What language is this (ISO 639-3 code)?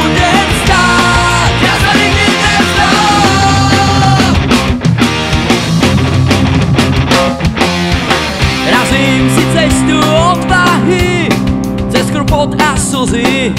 slk